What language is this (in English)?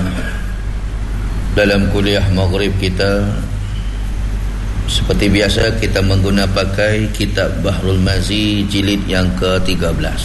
Malay